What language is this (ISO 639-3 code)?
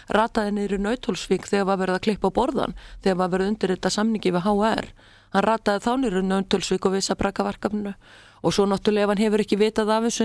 isl